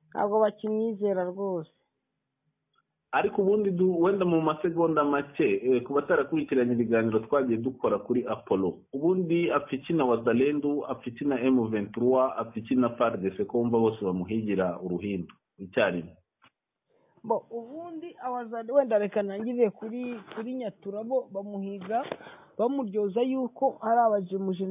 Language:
Kinyarwanda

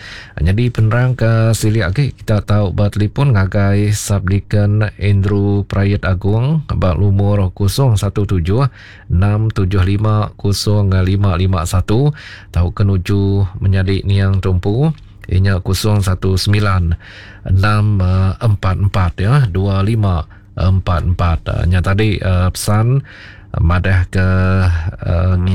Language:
Iban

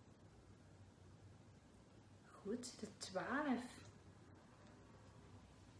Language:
Dutch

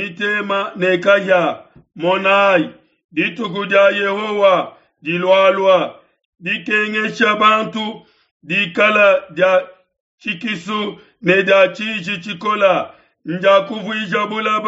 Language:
Luba-Lulua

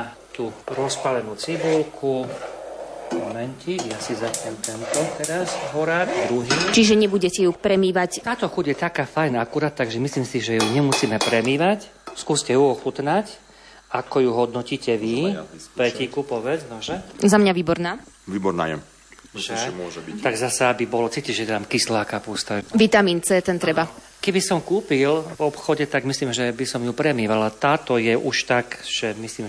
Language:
Slovak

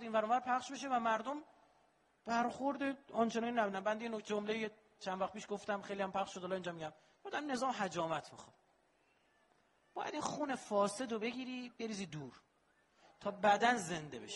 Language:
Persian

